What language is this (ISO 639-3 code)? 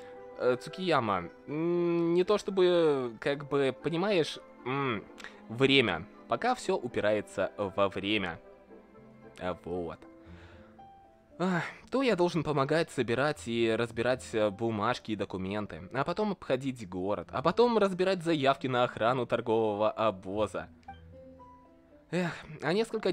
rus